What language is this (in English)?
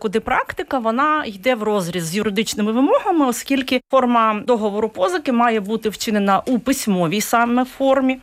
Ukrainian